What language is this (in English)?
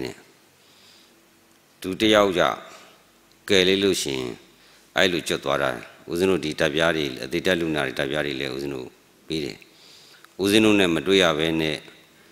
Burmese